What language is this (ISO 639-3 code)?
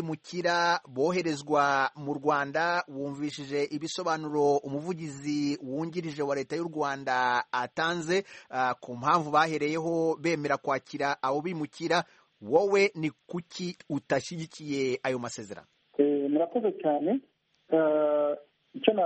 kin